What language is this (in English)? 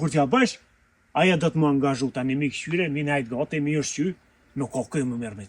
Albanian